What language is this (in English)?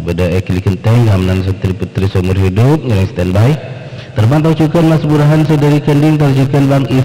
Madurese